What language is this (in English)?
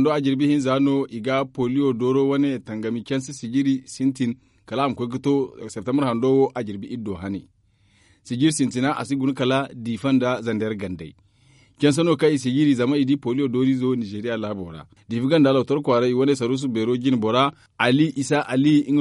Zarma